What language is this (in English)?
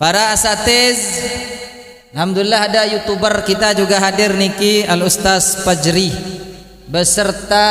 Sasak